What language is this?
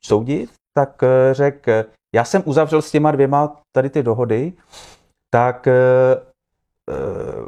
Czech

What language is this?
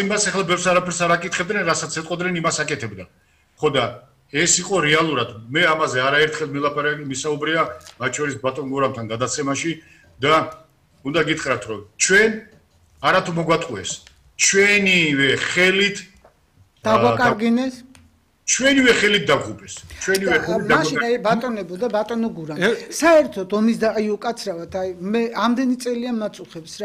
Georgian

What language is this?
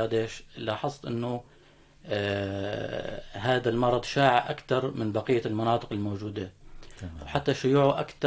North Levantine Arabic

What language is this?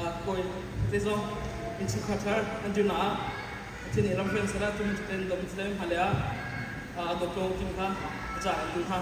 Hakha Chin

